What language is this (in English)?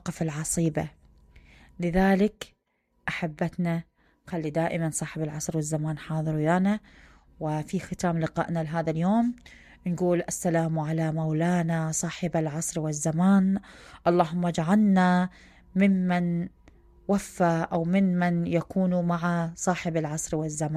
Mesopotamian Arabic